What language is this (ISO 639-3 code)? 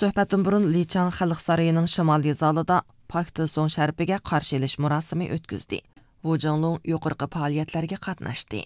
uig